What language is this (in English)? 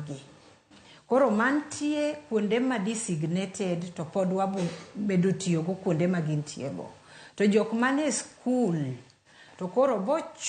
Luo (Kenya and Tanzania)